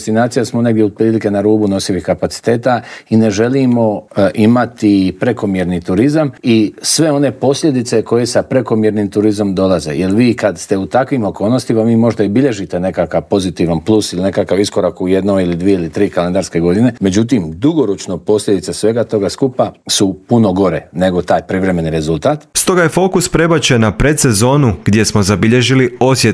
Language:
Croatian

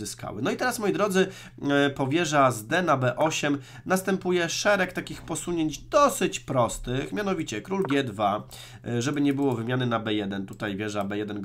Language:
Polish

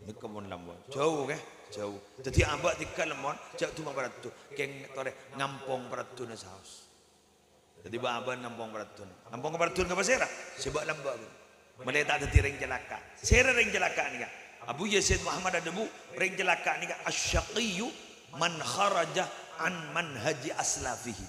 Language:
Madurese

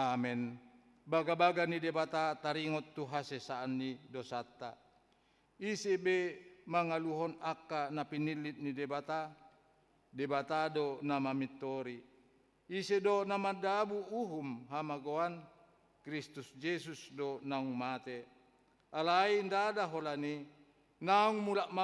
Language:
Batak Toba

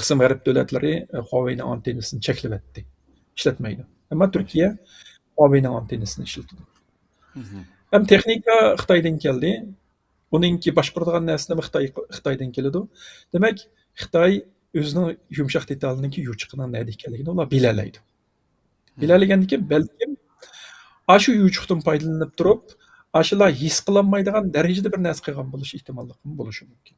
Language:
Uyghur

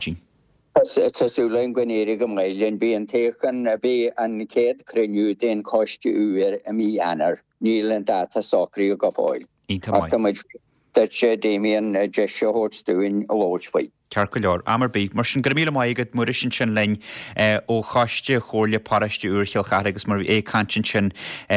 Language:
Irish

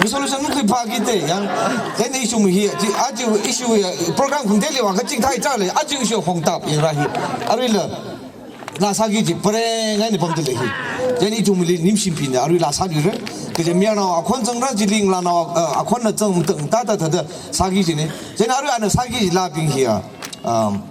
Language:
Tangkhul Naga (India)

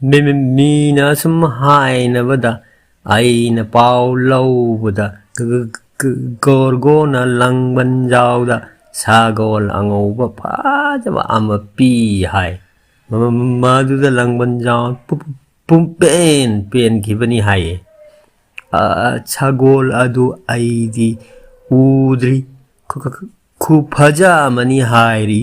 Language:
Manipuri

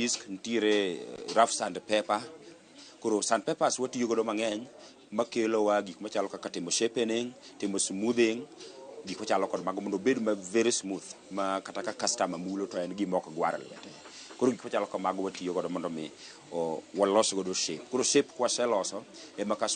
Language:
Luo (Kenya and Tanzania)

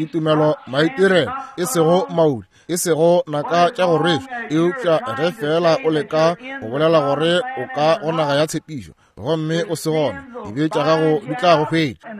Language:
Northern Sotho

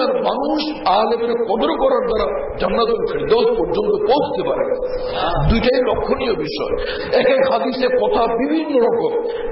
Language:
Bangla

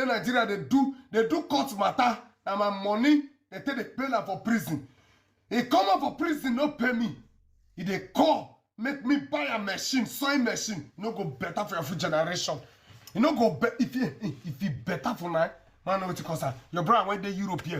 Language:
Nigerian Pidgin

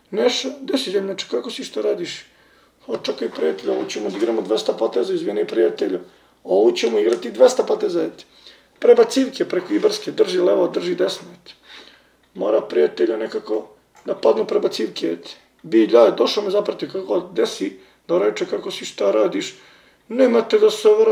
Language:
Serbian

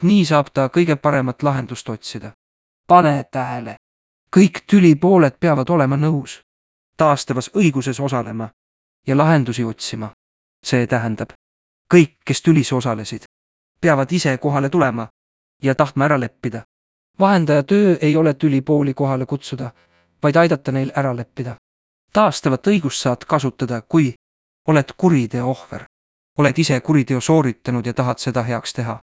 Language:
Estonian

